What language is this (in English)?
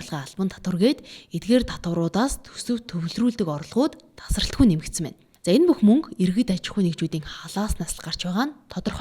Mongolian